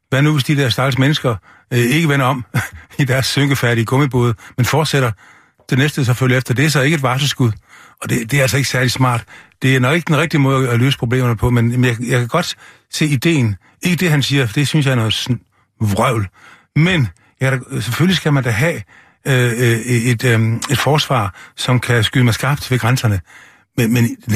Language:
Danish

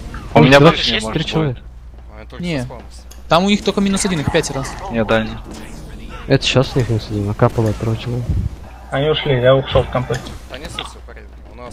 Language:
Russian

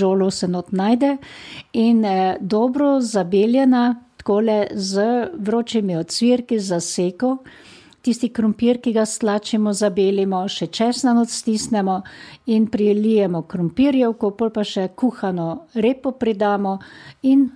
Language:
Slovenian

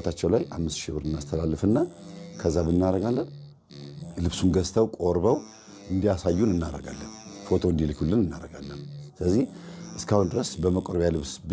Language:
Amharic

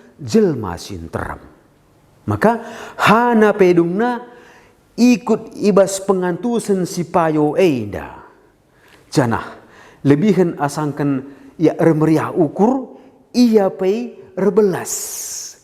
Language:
Batak Karo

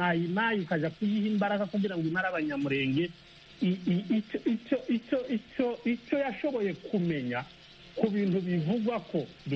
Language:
Kinyarwanda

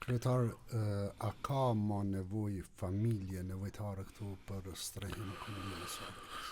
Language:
Albanian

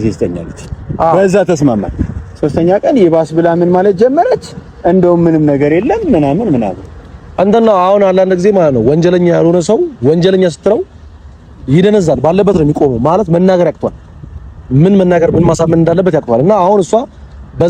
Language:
Amharic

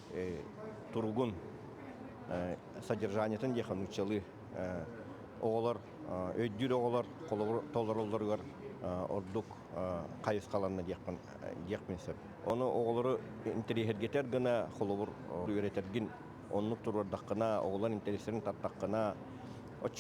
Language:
Yakut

